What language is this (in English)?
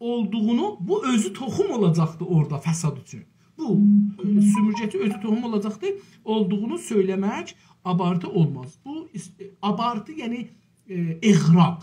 South Azerbaijani